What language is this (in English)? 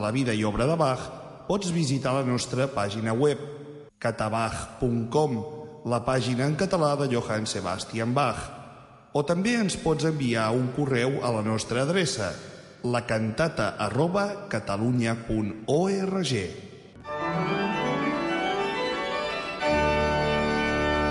Catalan